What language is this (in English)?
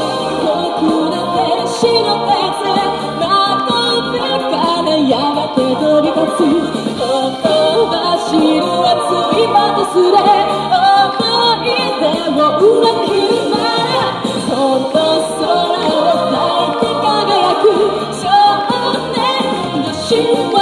Japanese